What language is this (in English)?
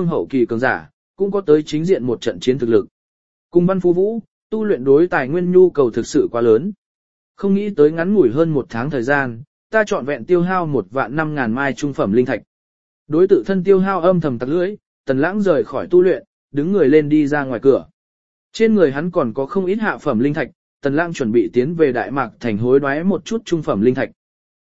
Vietnamese